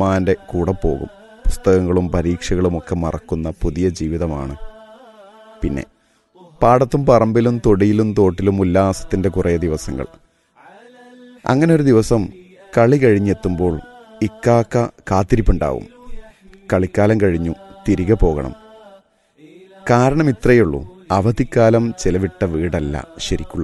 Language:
Malayalam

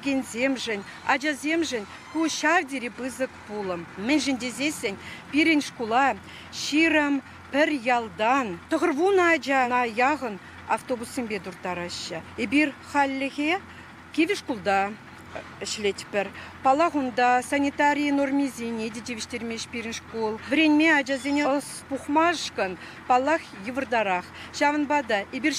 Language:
Chuvash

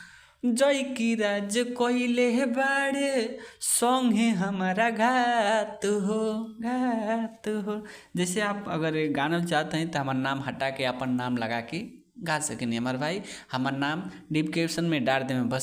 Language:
Bhojpuri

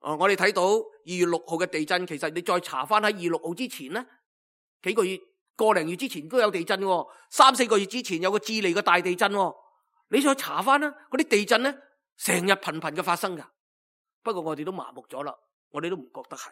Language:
Cantonese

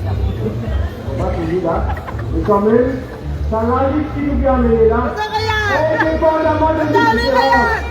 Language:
Morisyen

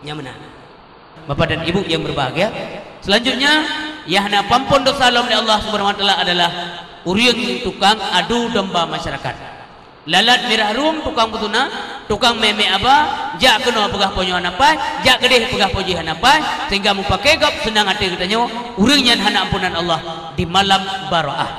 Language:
Achinese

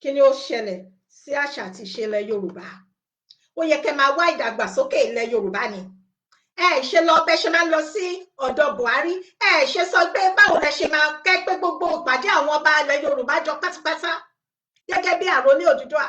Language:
Yoruba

